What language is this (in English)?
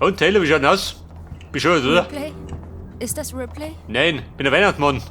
Bavarian